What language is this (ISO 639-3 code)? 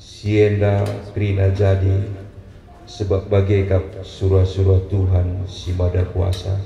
btx